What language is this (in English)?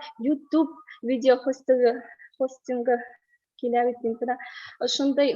Bashkir